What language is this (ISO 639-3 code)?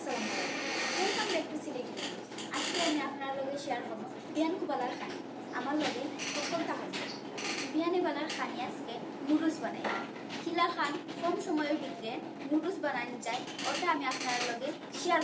syl